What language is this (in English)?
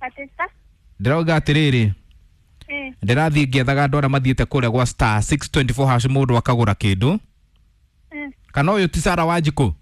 Kikuyu